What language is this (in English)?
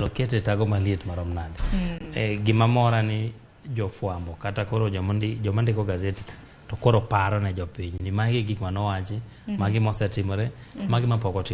Luo (Kenya and Tanzania)